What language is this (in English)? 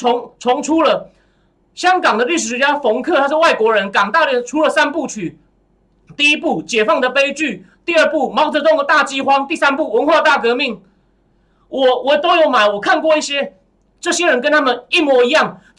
Chinese